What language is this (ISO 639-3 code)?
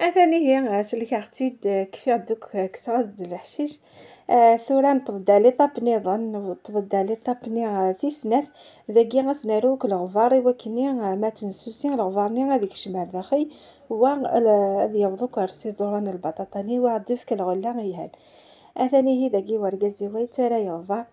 kab